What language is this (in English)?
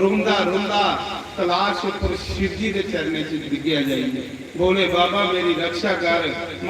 Dogri